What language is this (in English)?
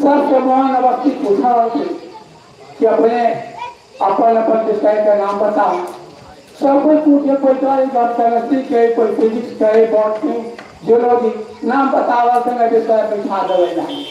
Magahi